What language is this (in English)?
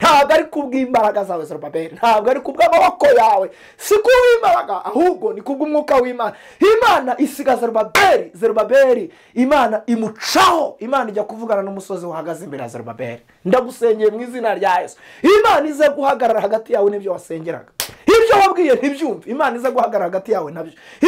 Kinyarwanda